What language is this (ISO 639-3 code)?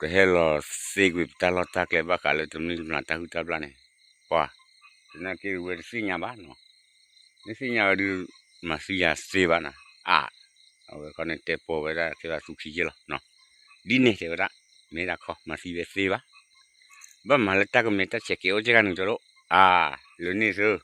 ksw